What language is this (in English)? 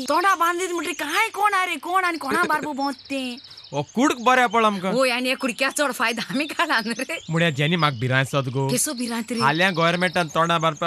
Konkani